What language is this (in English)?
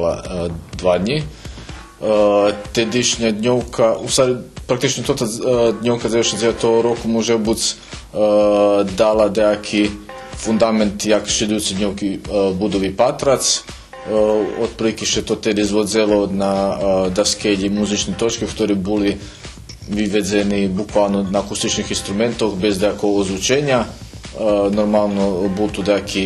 Rusyn